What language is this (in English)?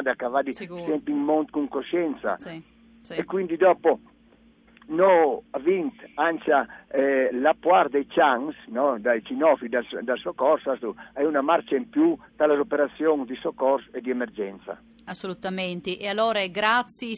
Friulian